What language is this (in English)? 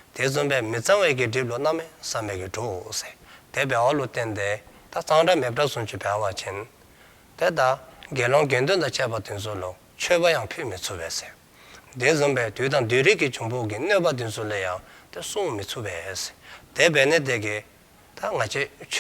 Dzongkha